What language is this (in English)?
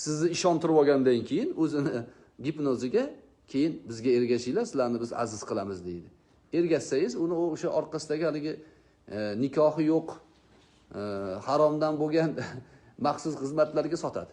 Uzbek